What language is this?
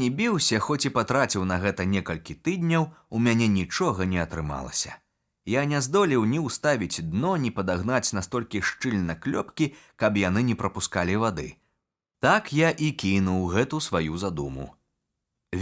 Belarusian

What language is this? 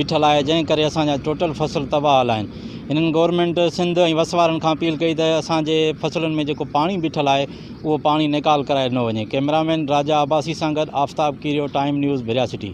Sindhi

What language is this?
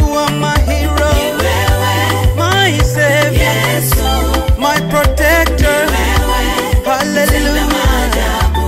Swahili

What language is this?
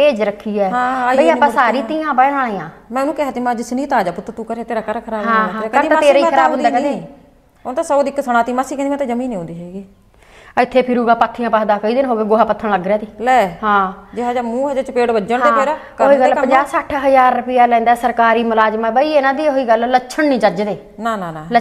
Punjabi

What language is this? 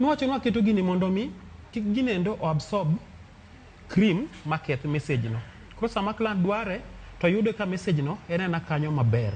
Luo (Kenya and Tanzania)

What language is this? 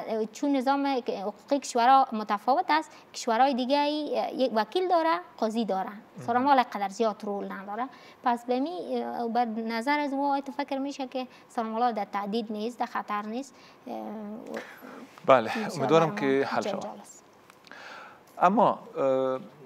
Persian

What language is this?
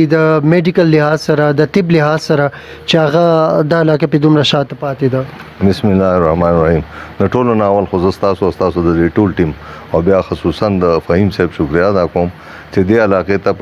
Pashto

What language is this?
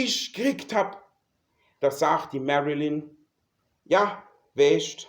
Palatine German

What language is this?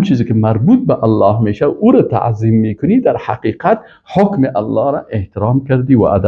Persian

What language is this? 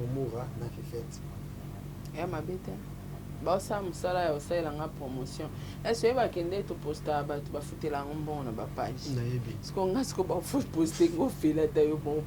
Lingala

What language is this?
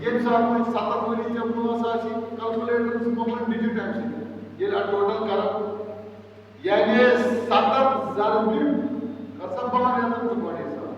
Kashmiri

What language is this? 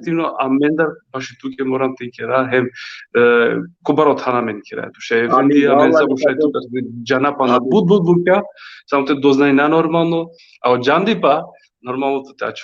Balkan Romani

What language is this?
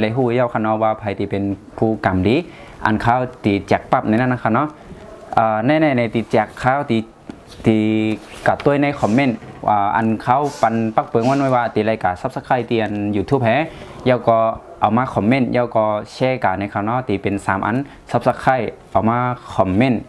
Shan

